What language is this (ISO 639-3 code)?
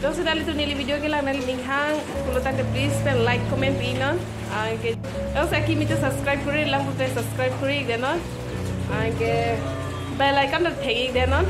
mjw